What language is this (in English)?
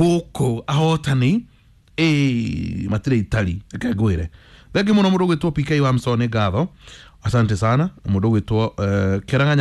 Kikuyu